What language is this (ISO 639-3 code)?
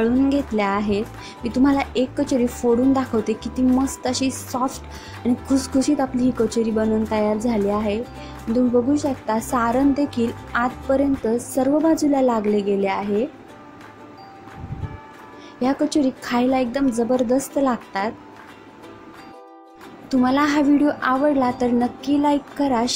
mar